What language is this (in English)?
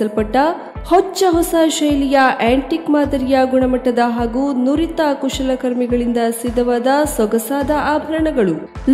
Kannada